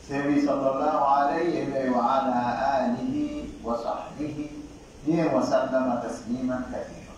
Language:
Pular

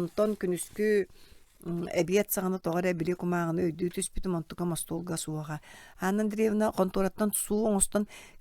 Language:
Yakut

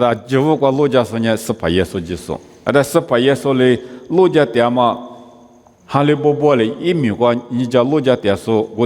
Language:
Lisu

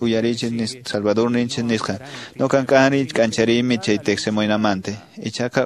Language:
Quechua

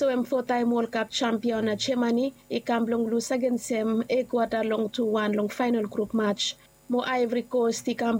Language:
Bislama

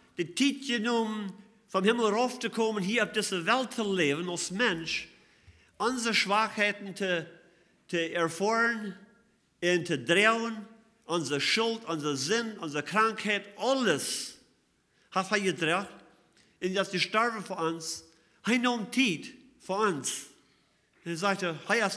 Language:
Plautdietsch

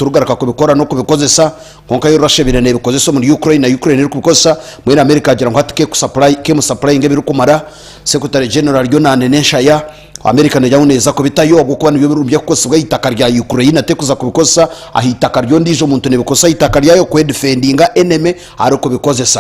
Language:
Nyankole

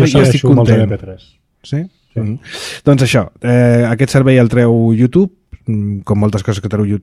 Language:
Catalan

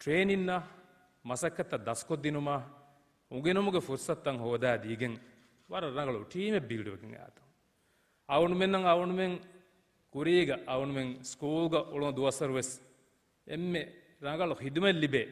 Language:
Divehi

